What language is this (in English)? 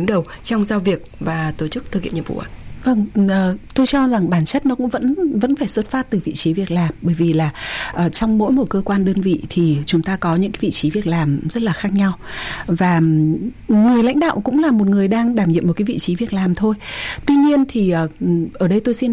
Vietnamese